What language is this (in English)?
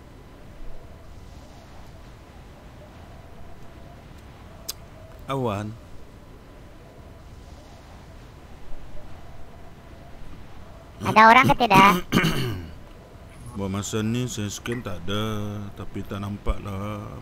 Malay